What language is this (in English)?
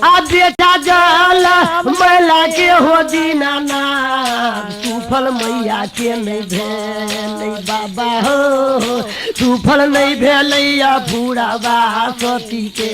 Maithili